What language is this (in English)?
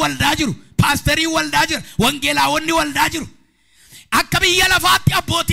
Oromo